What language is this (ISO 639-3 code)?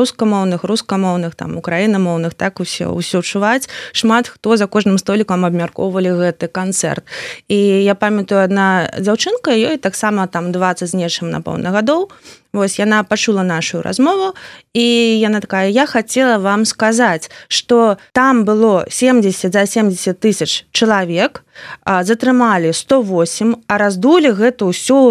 bel